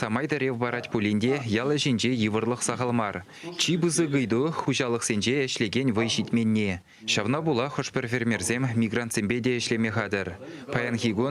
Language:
Chuvash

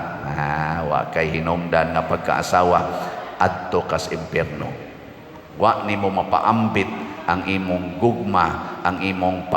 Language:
Cebuano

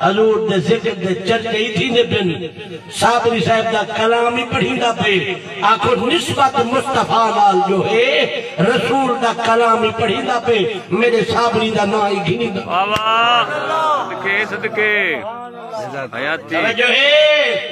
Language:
Saraiki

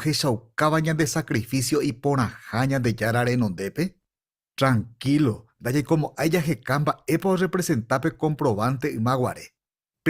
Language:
Guarani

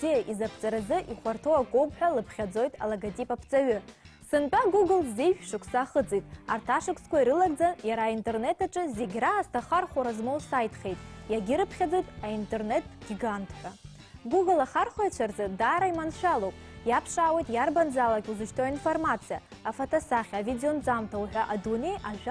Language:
Abkhazian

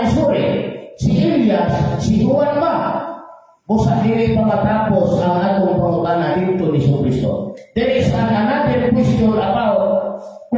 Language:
Cebuano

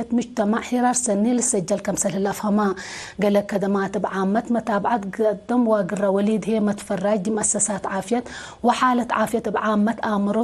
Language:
Tigre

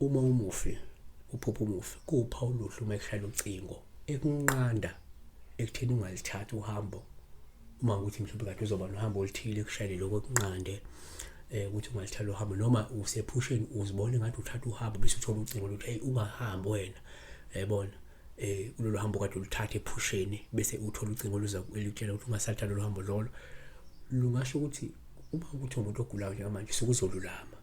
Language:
Zulu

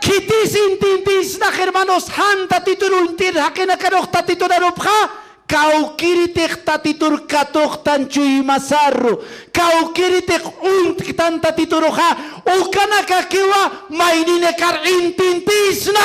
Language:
Aymara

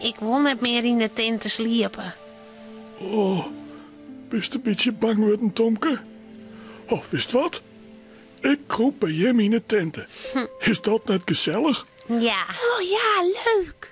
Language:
Western Frisian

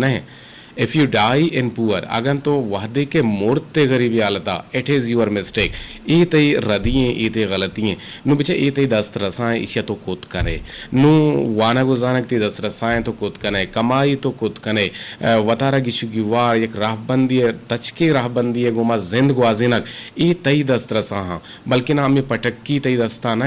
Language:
Eastern Balochi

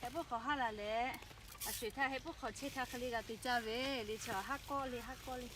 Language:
Lahu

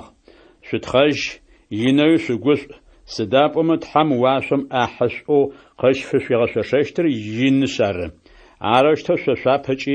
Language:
Adyghe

